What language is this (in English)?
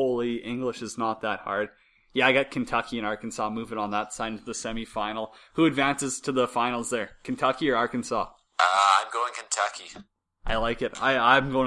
English